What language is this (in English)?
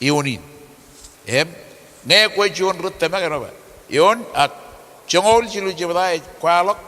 Marshallese